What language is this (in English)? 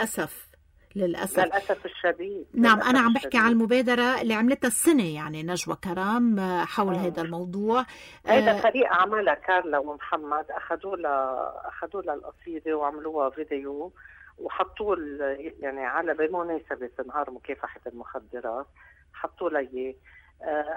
North Levantine Arabic